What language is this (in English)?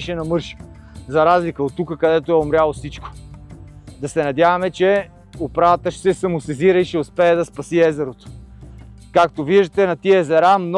Bulgarian